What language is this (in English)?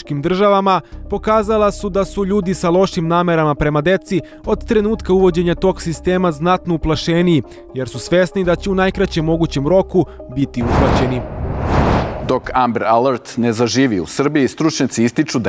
Serbian